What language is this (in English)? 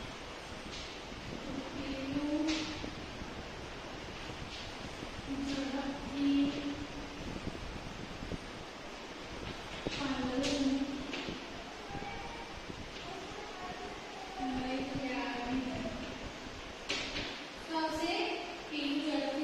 Gujarati